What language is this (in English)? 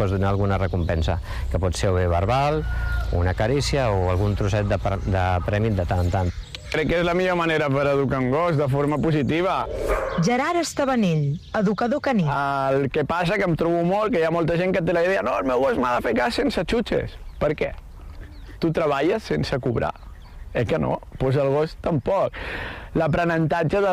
Catalan